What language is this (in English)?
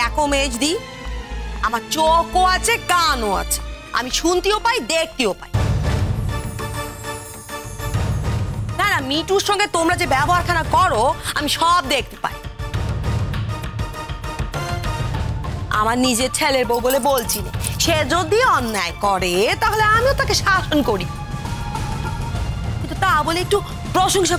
Bangla